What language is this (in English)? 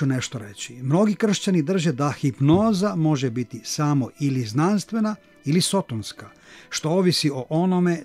Croatian